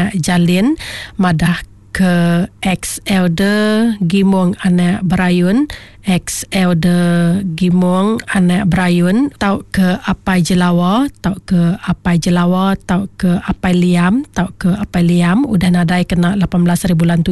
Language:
Iban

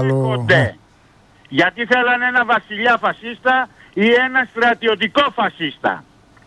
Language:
Greek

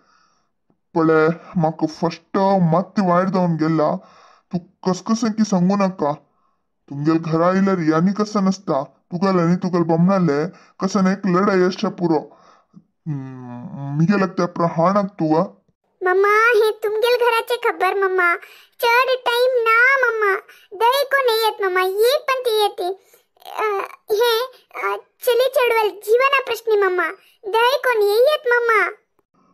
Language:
Konkani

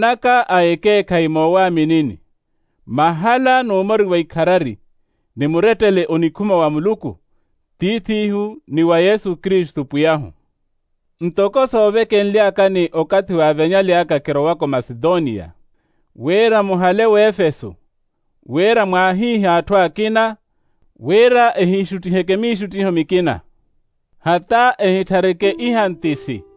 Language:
Makhuwa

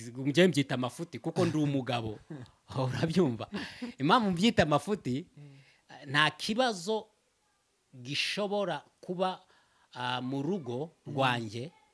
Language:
Kinyarwanda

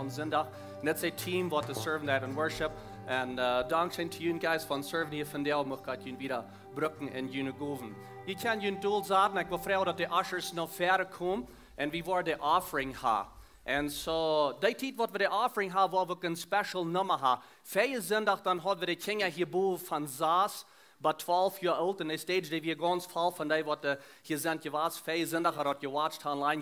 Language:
Plautdietsch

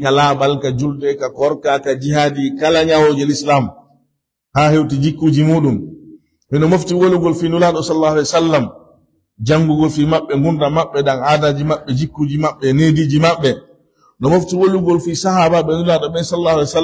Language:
Fula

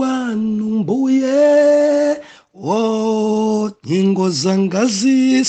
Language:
Nyanja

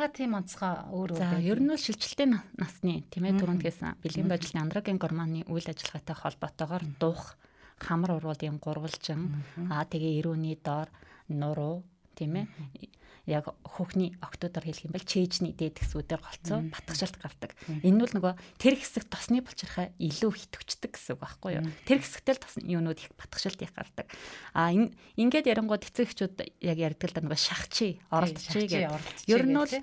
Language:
Mongolian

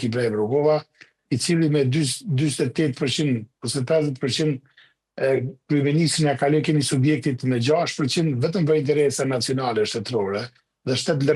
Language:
Albanian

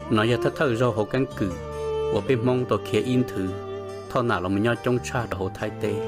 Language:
Hmong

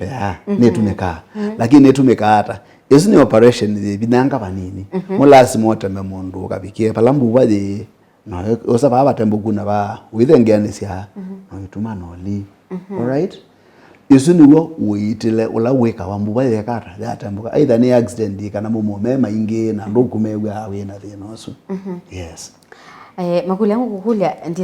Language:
Kamba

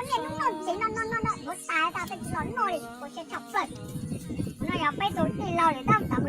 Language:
Hmong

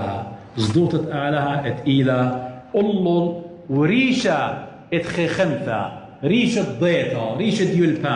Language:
Assyrian Neo-Aramaic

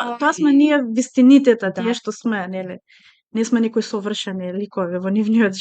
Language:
Macedonian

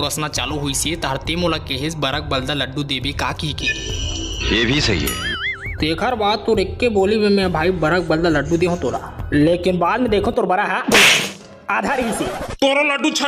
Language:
Chhattisgarhi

